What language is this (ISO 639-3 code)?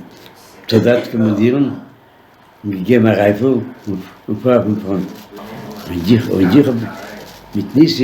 yid